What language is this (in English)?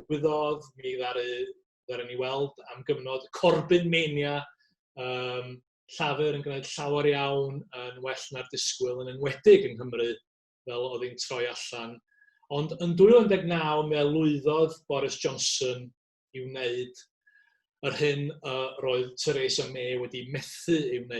Welsh